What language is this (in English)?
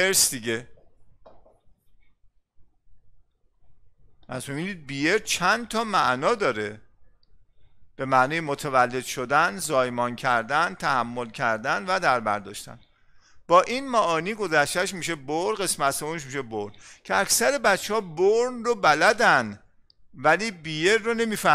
Persian